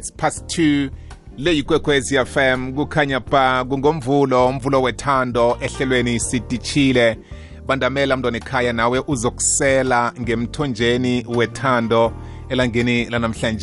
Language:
South Ndebele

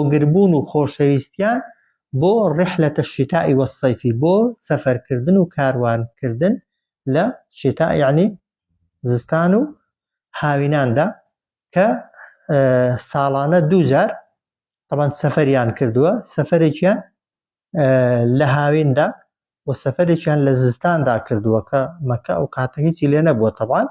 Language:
Central Kurdish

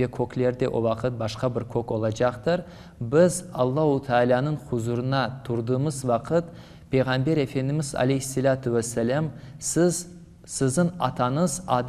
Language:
Crimean Tatar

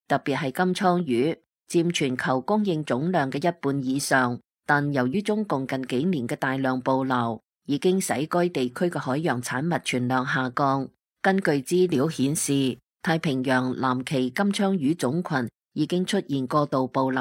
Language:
Cantonese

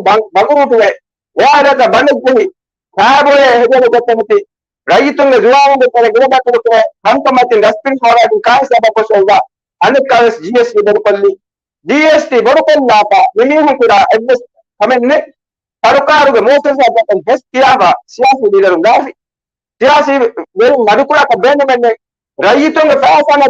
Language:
Divehi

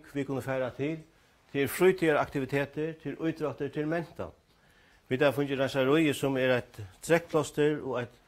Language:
Faroese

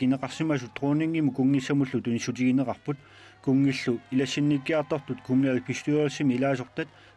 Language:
Kalaallisut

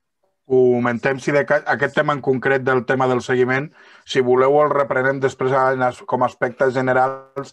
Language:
Catalan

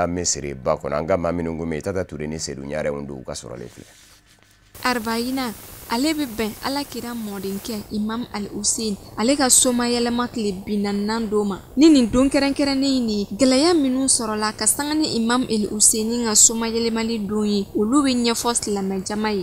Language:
Bambara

